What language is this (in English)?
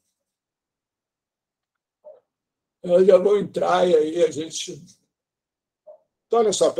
Portuguese